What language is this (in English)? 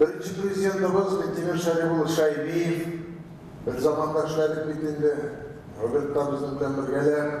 Tatar